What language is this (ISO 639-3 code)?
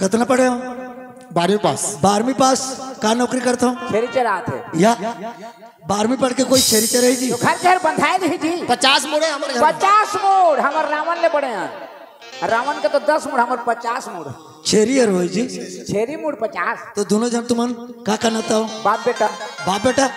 hne